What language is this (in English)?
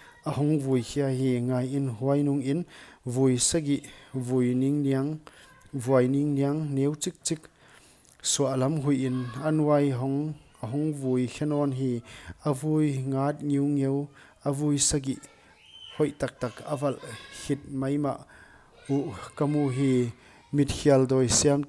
Paite Chin